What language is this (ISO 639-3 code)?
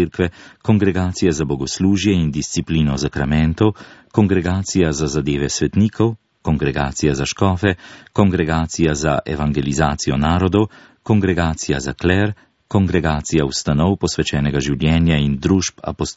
slv